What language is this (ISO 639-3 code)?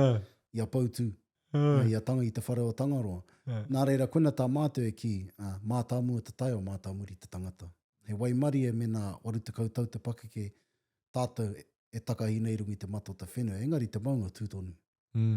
mri